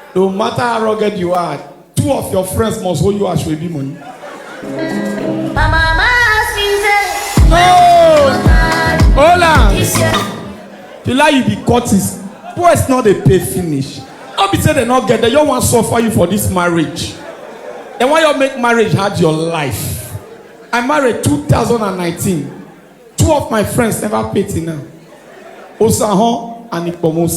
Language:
Nigerian Pidgin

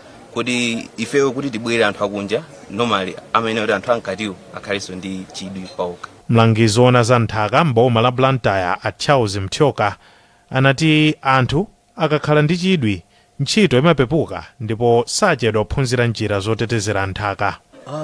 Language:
Nyanja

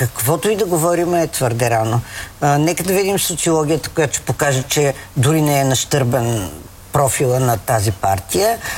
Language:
Bulgarian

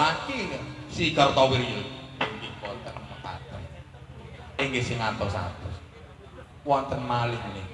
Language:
Javanese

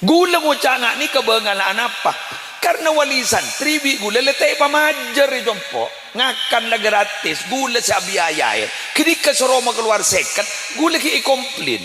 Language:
Madurese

